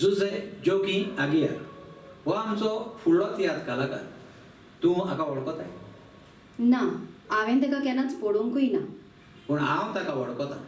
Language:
Konkani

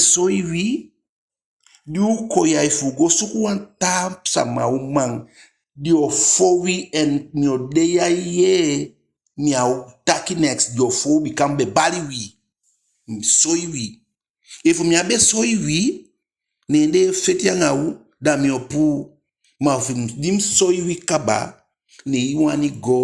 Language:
Eastern Maroon Creole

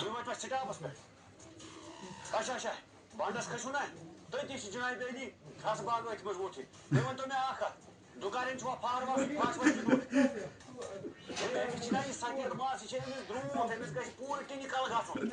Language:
Kashmiri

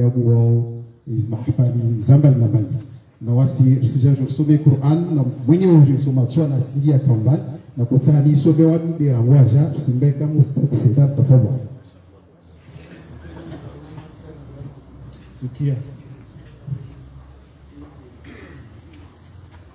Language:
Swahili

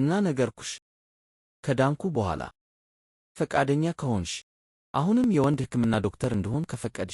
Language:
Amharic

